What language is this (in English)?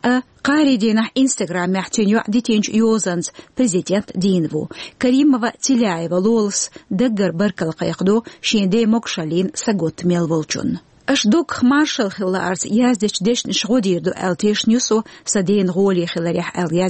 Chechen